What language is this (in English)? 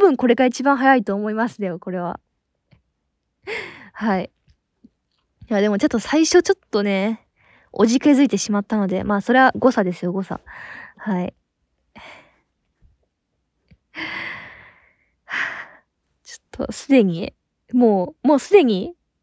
Japanese